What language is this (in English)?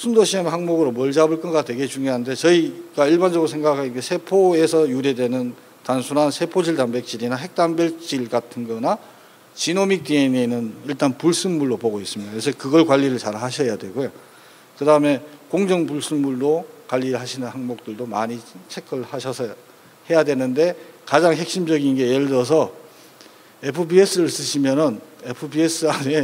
Korean